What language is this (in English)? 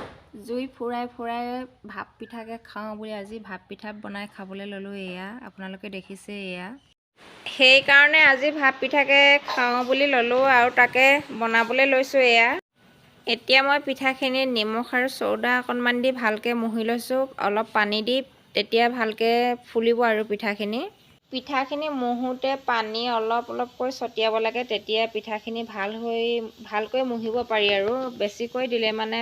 Assamese